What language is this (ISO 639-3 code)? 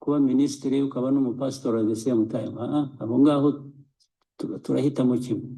kin